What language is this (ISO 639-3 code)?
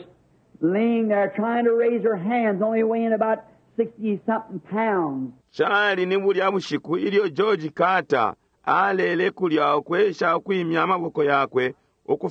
bem